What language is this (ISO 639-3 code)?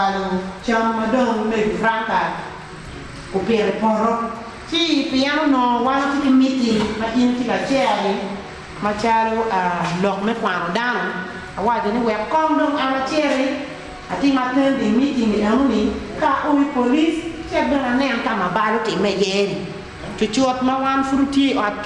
ach